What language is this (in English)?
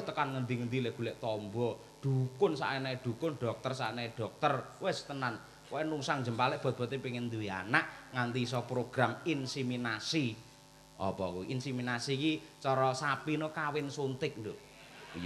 Javanese